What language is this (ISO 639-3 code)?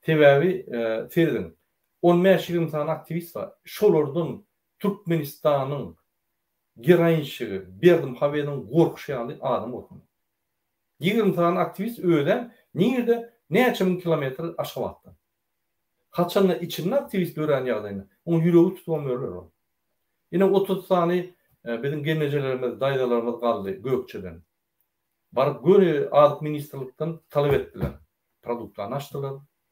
tuk